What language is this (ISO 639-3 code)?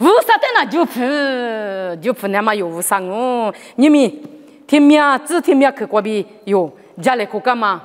lis